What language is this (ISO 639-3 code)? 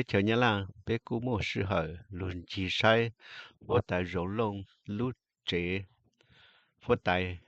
hmn